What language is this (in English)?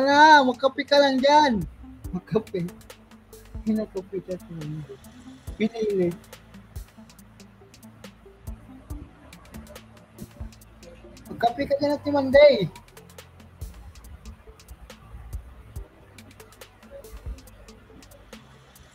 Filipino